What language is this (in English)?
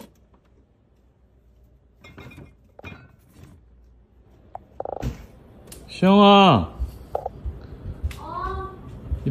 Korean